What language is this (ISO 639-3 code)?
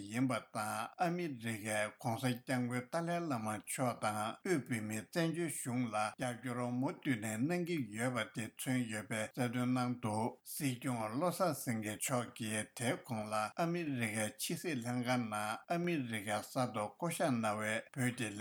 bod